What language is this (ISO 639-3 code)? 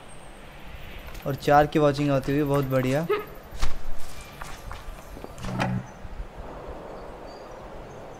hin